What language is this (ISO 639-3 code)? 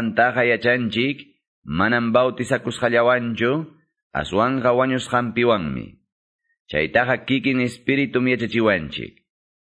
que